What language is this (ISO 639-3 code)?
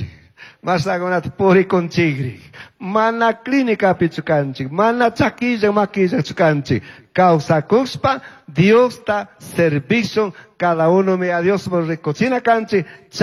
qug